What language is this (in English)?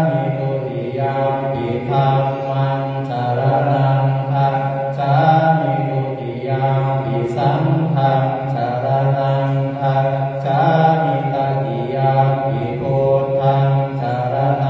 Pali